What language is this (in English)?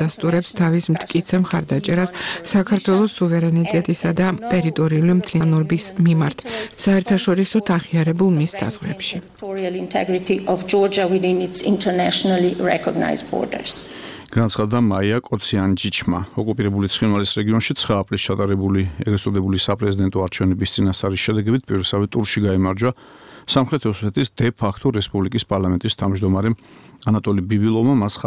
Georgian